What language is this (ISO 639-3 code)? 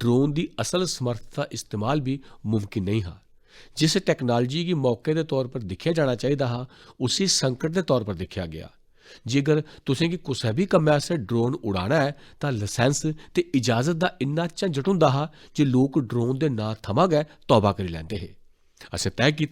doi